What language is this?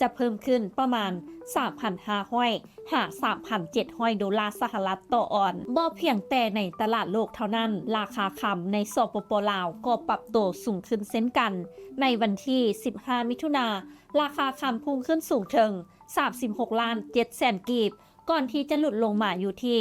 Lao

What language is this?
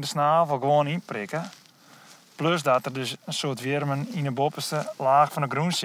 Western Frisian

